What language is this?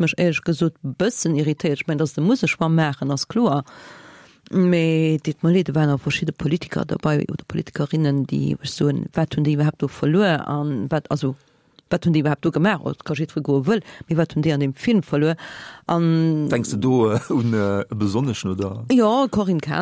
Luxembourgish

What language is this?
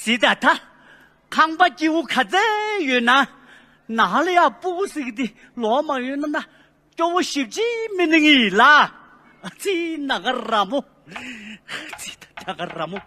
Tibetan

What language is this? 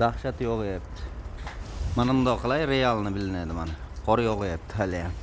Uzbek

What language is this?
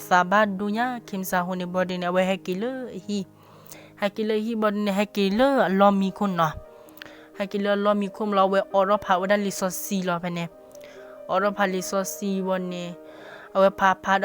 S'gaw Karen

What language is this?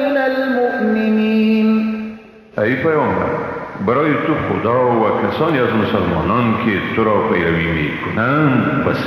Persian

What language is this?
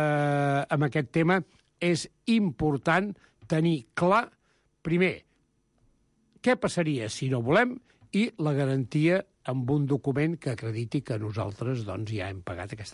Catalan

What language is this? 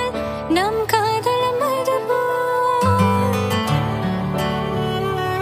Tamil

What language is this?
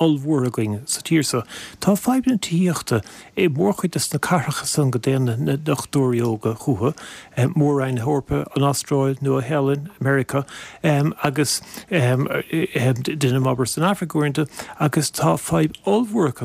Irish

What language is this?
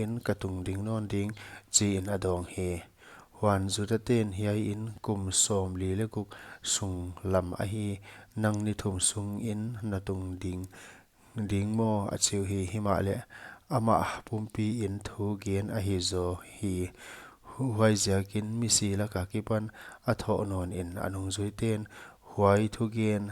Paite Chin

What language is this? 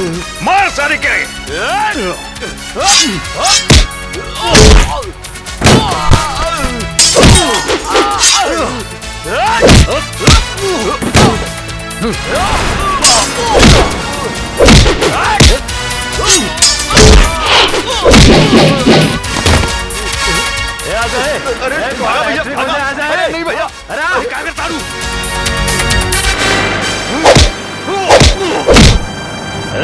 Bhojpuri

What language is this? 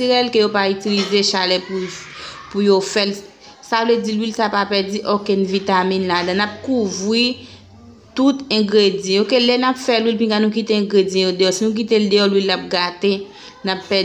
Haitian Creole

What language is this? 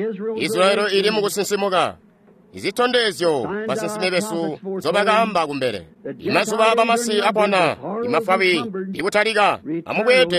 Tonga (Zambia)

